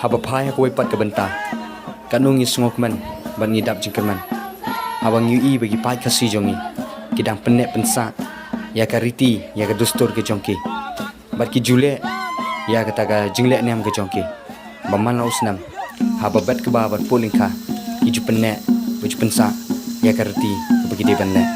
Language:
Khasi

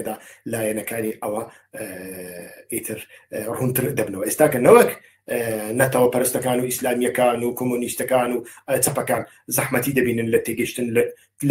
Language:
Central Kurdish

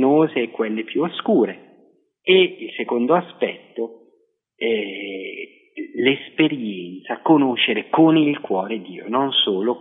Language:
Italian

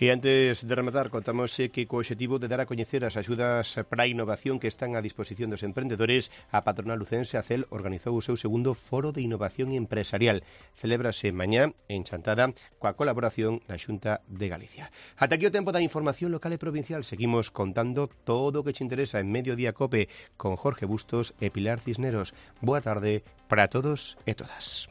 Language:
Galician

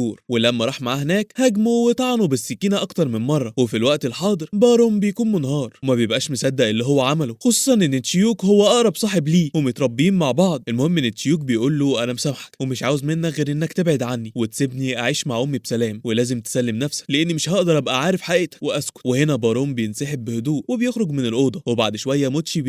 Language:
Egyptian Arabic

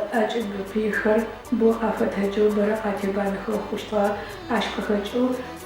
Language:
Adyghe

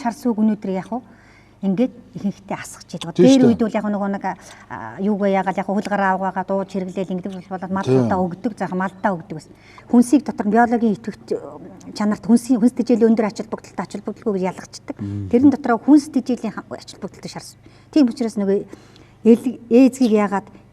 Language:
Mongolian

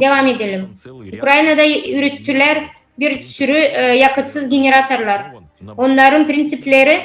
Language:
Gagauz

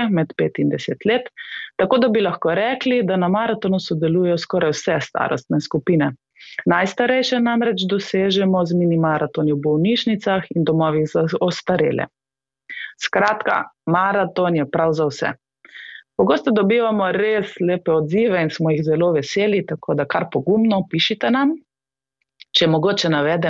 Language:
Slovenian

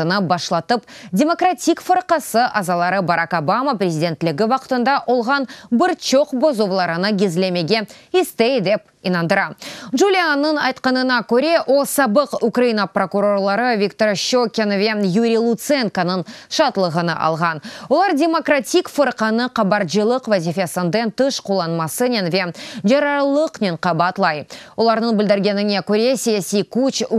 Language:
Crimean Tatar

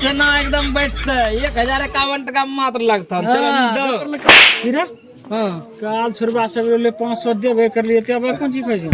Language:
Maithili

